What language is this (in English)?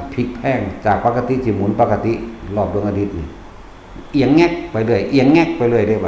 Northeastern Thai